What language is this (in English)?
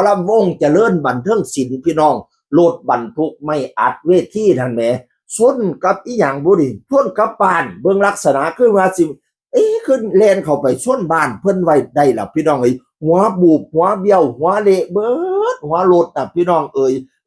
Northeastern Thai